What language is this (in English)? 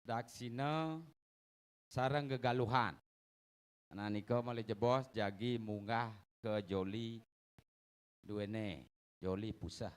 Balinese